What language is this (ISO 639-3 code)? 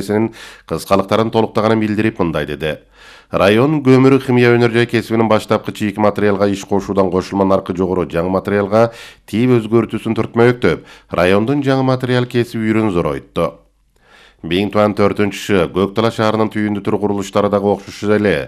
kir